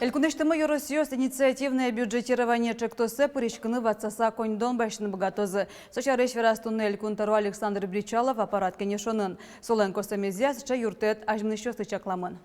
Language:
Udmurt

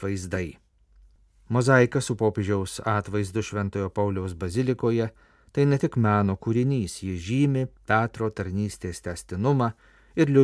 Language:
Lithuanian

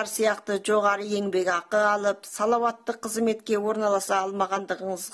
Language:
Kazakh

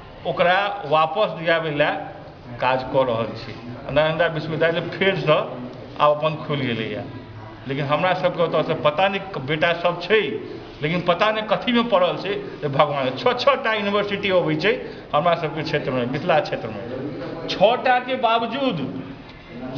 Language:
Maithili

